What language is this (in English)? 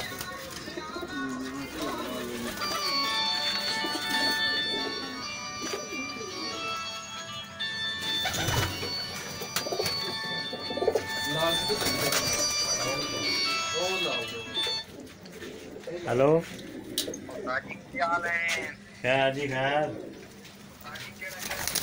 Punjabi